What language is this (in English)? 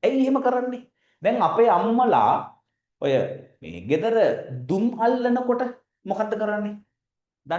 Sinhala